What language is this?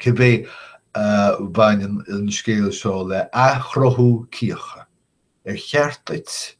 Irish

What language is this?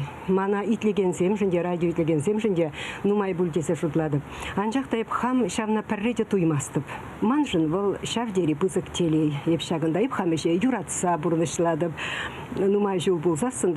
Chuvash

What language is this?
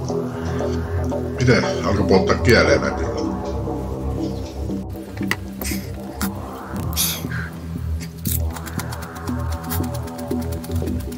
Finnish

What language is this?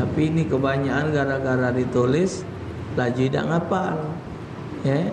Musi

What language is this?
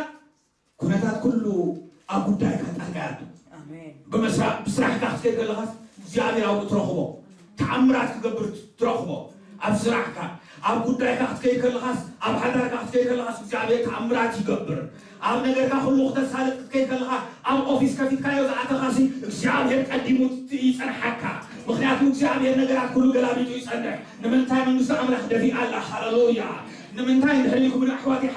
Tigrinya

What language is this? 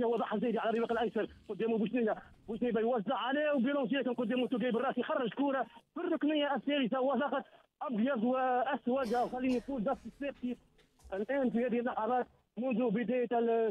Tunisian Arabic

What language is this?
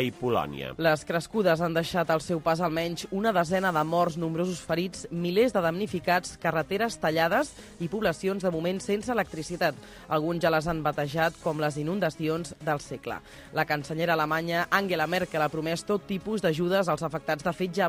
Catalan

